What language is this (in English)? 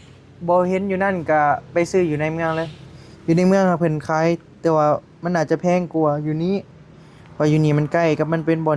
Northeastern Thai